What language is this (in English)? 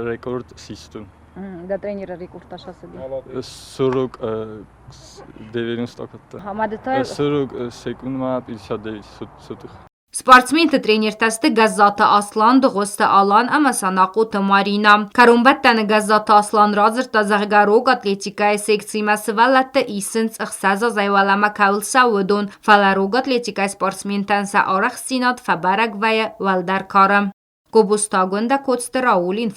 Ossetic